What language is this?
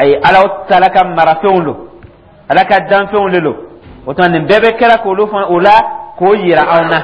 Dyula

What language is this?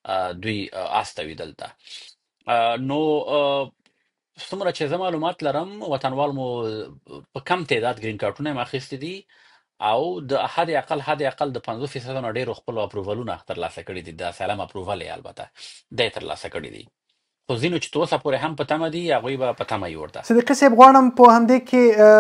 Pashto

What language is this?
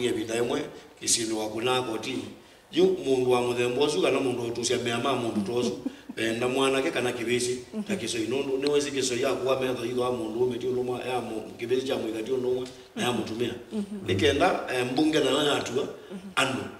Kamba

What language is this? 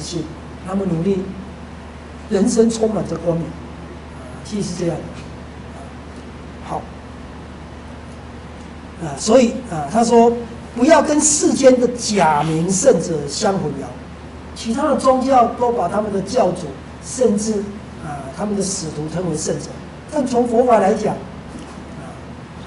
Chinese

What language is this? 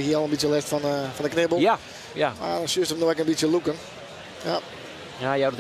Western Frisian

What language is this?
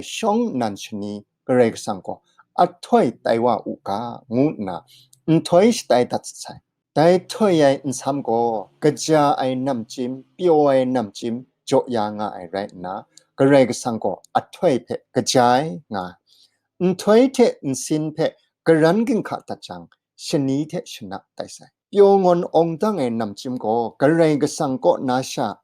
Kachin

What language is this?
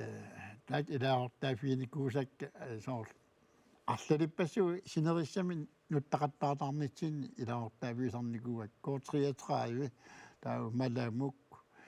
Kalaallisut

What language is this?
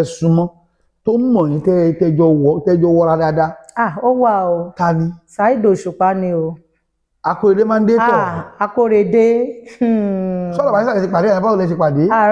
Yoruba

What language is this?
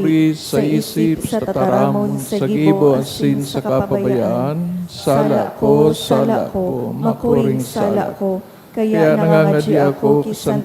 Bikol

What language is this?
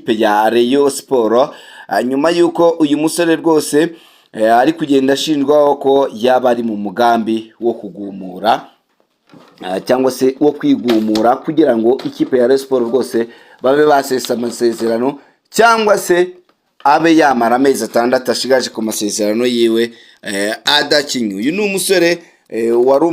Kinyarwanda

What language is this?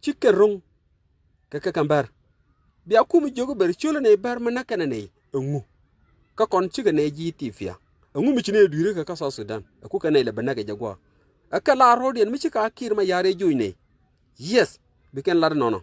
Nuer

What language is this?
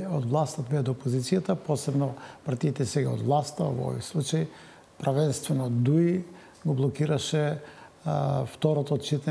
Macedonian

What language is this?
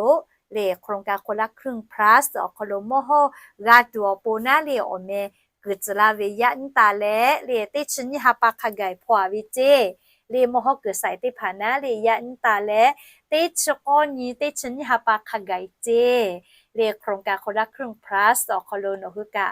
Lahu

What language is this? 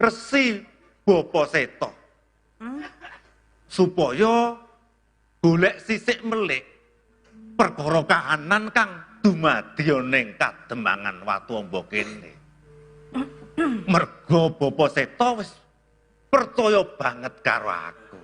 Javanese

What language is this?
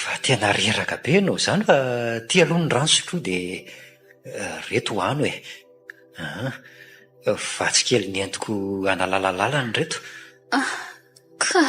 Malagasy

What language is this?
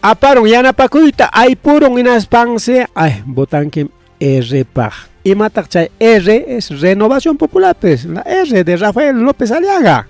Ayacucho Quechua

